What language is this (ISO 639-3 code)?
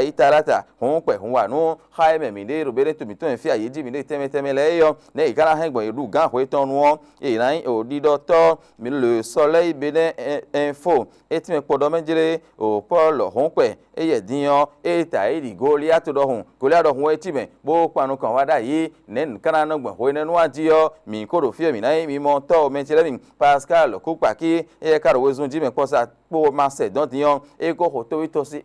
fon